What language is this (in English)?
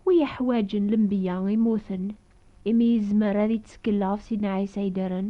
Kabyle